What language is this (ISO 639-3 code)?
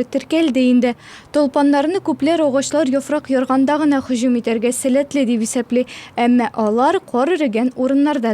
tat